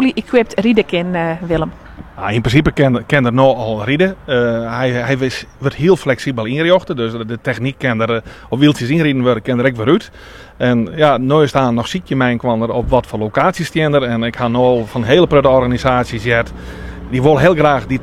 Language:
Western Frisian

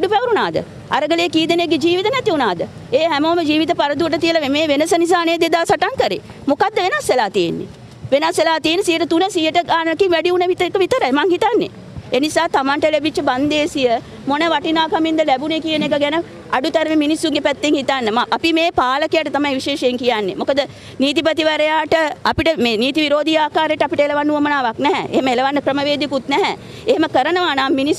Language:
Sinhala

